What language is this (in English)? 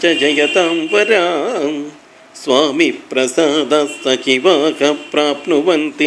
Sanskrit